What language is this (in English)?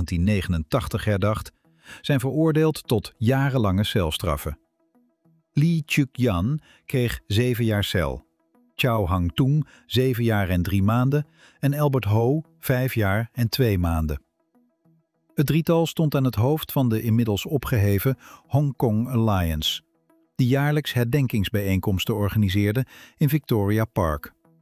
Dutch